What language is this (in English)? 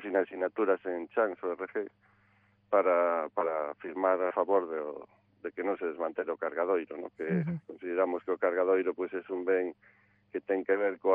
Galician